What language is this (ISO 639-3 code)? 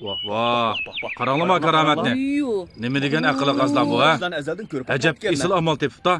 uig